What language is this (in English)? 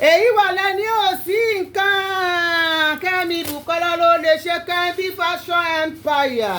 Yoruba